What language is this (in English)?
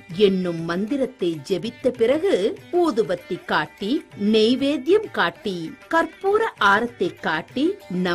Tamil